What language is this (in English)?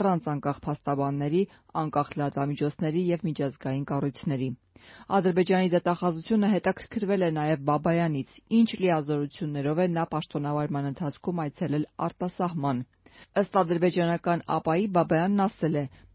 Armenian